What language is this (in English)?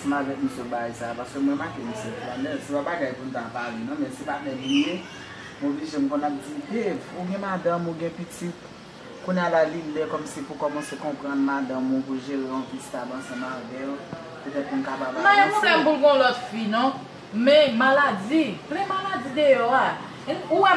Haitian Creole